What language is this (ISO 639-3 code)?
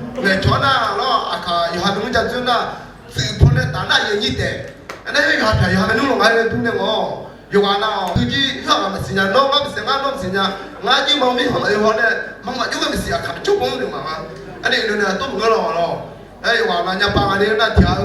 ahk